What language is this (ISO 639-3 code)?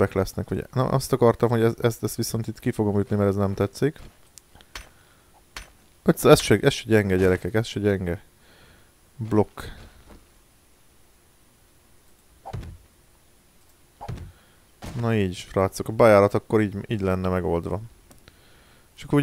hun